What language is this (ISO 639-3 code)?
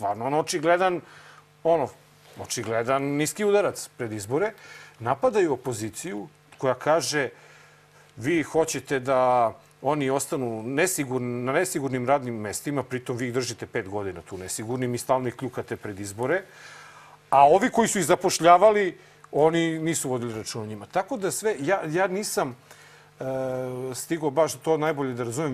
srp